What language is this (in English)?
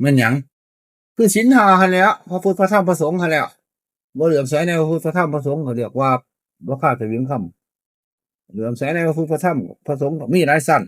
Northeastern Thai